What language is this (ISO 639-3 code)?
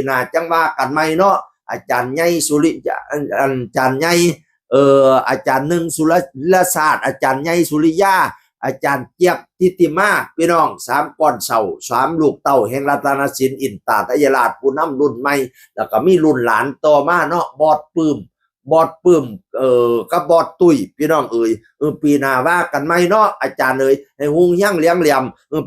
tts